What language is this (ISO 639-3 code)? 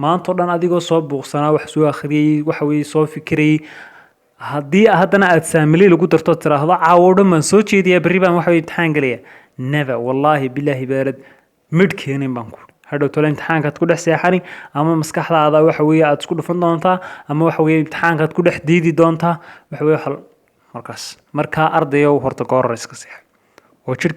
som